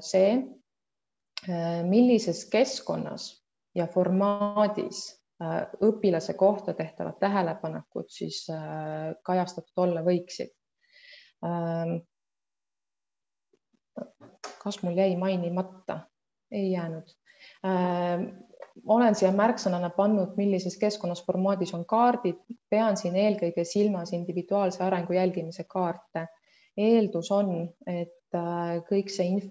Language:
Estonian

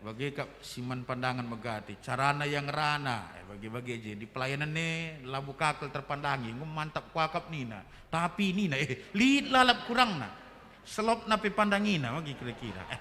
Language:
Batak Karo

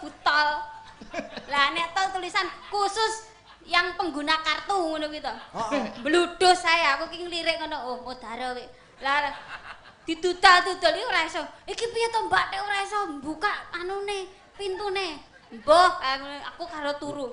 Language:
Javanese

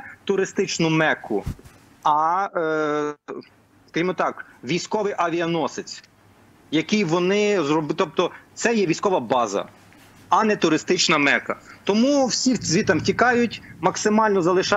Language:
Ukrainian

